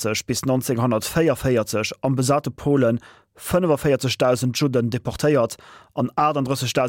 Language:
Luxembourgish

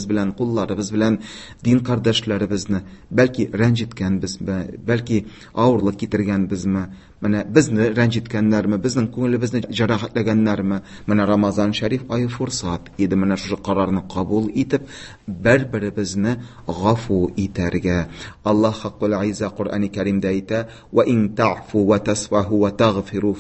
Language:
Tatar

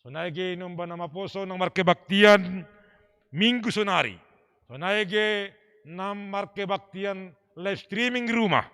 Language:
Batak Simalungun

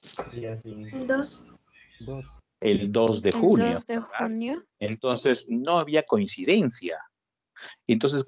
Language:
Spanish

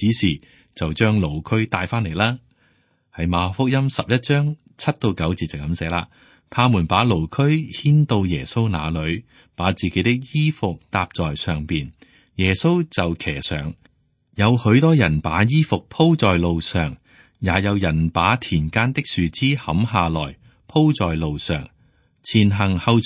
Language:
Cantonese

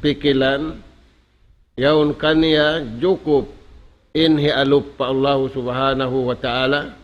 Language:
Tausug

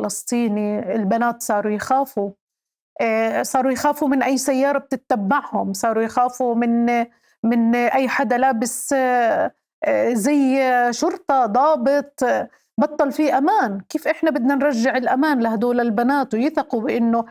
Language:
North Levantine Arabic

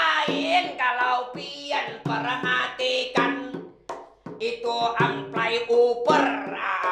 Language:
Banjar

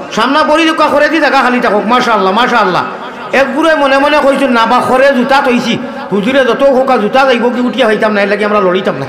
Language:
Sylheti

